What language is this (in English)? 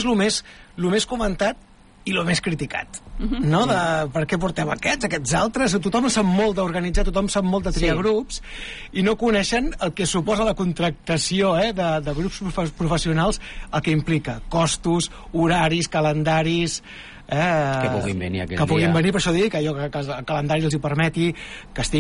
Catalan